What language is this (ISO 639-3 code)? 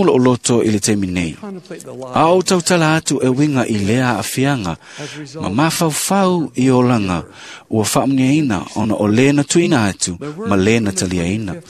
smo